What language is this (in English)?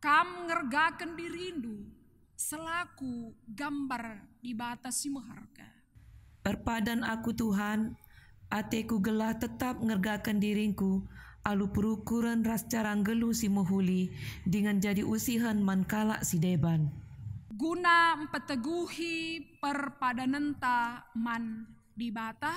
Batak Karo